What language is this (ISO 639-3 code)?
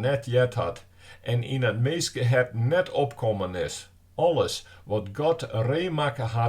fry